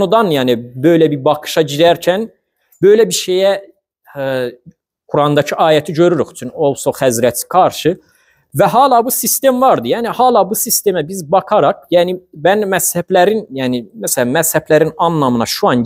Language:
Azerbaijani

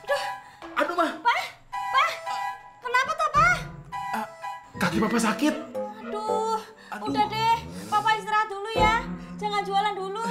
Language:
Betawi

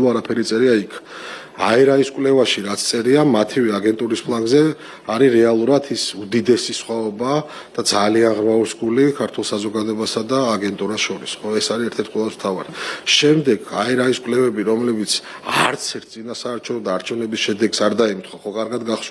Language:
Georgian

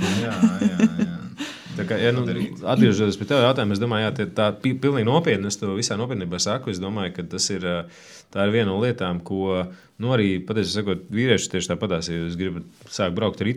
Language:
Latvian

